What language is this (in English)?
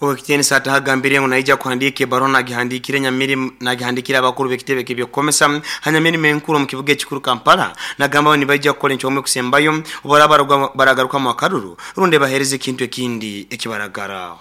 Nyoro